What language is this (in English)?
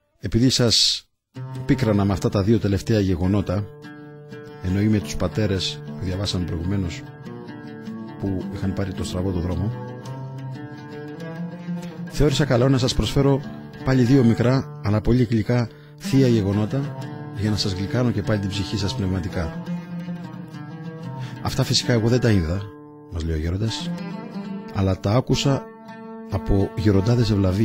Greek